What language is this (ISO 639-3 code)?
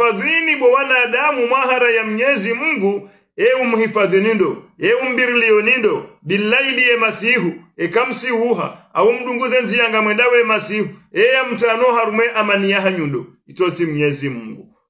swa